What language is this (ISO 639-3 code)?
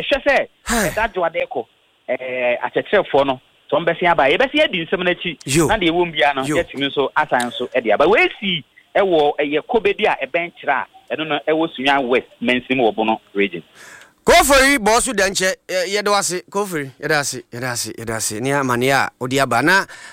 aka